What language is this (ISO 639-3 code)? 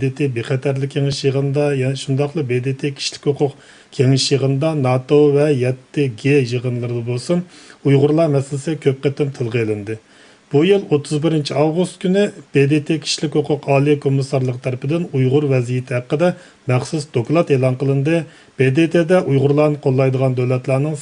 uig